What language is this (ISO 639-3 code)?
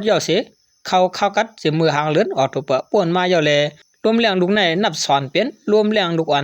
shn